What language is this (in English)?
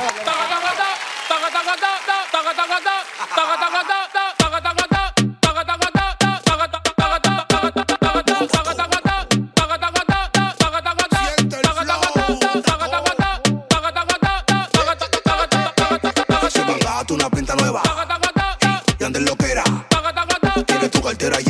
Spanish